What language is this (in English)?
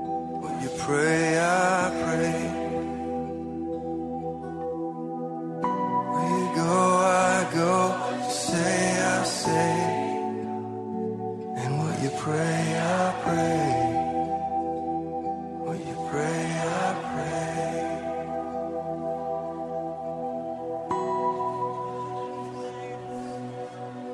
Estonian